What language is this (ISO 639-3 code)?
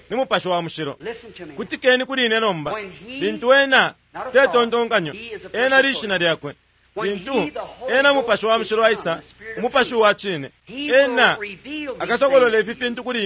bem